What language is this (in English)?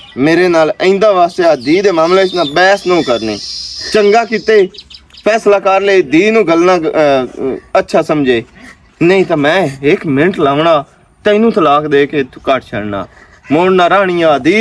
Western Panjabi